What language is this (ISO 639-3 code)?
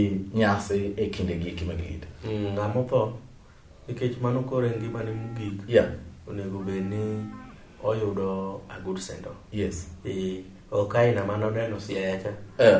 luo